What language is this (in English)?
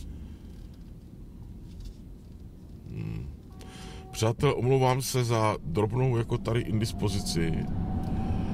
Czech